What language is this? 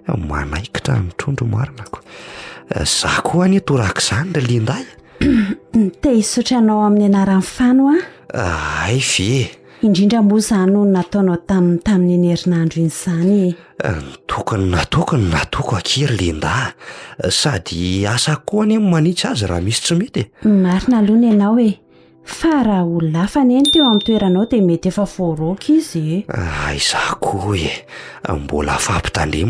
Malagasy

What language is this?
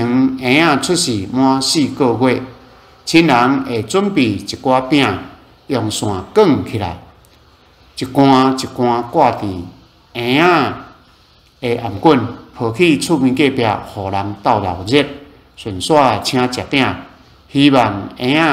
Min Nan Chinese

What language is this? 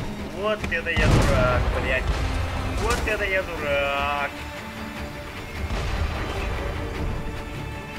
Russian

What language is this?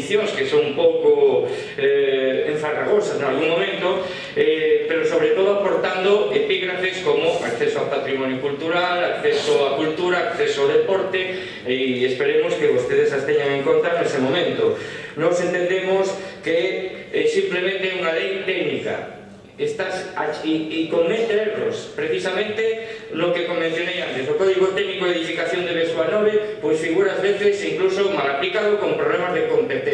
Galician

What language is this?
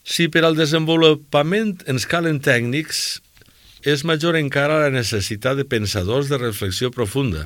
Catalan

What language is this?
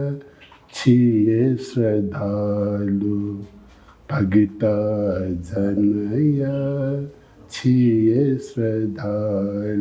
Newari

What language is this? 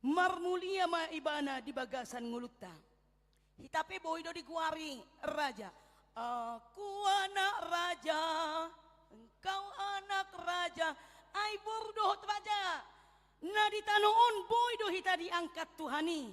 Batak Toba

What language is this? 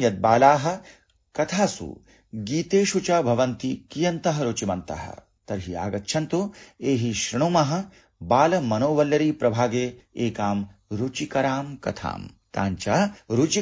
Sanskrit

